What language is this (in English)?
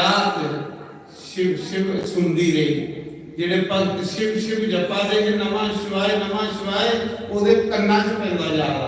Dogri